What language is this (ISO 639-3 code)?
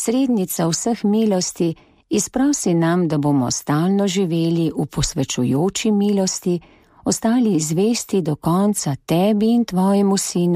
slv